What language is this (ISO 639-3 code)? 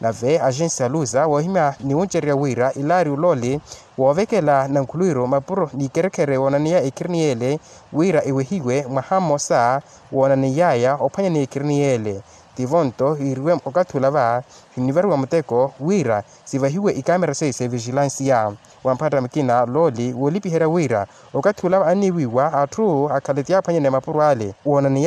vmw